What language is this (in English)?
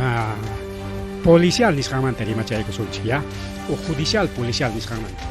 Ayacucho Quechua